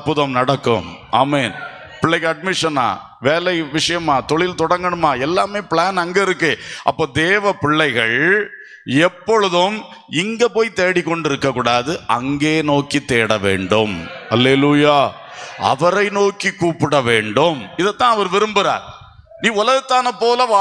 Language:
Tamil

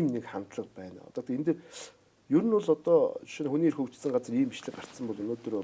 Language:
Mongolian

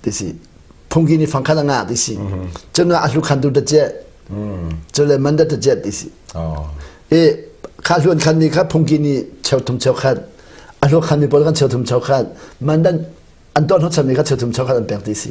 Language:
Hakha Chin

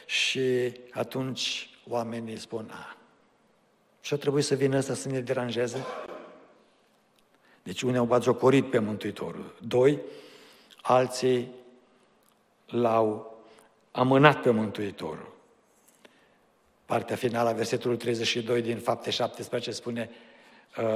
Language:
Romanian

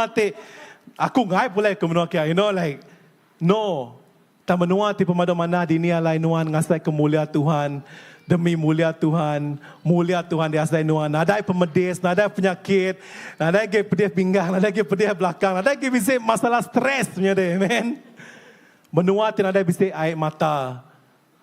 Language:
Iban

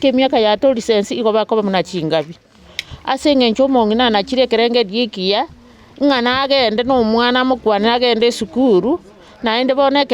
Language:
Gusii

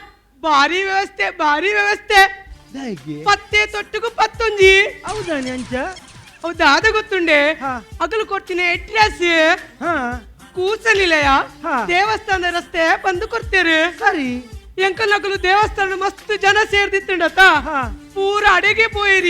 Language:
Tulu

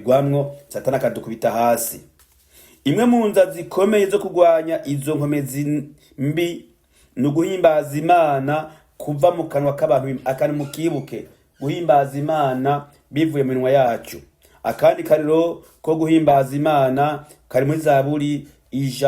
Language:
Rundi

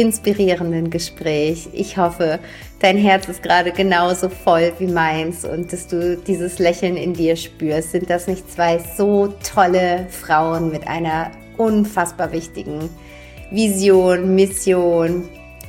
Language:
German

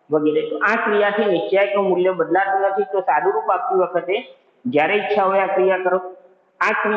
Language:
Gujarati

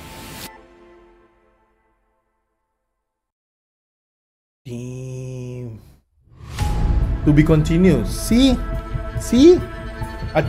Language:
Malay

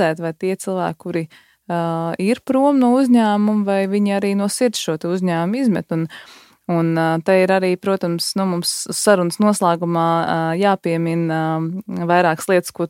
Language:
Latvian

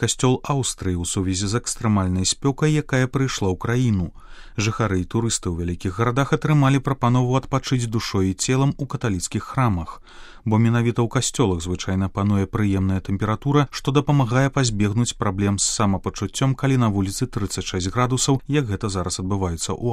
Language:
Belarusian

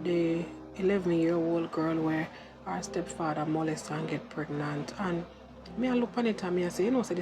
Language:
Jamaican Creole English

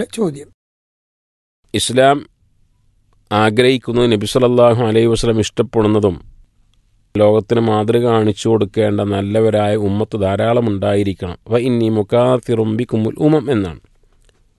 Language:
Malayalam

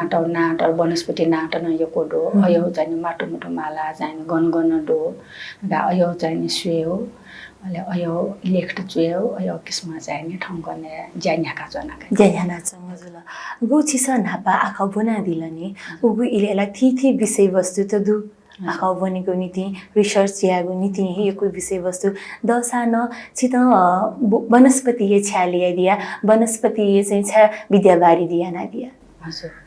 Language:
Newari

